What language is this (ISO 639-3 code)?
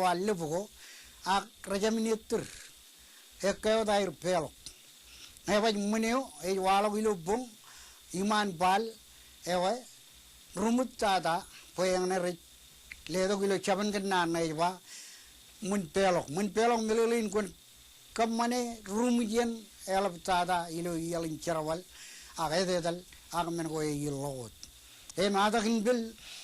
mah